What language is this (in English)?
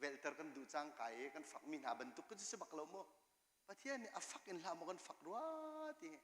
Hakha Chin